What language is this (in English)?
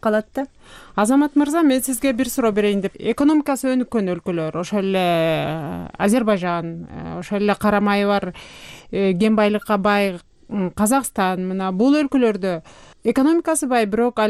Kyrgyz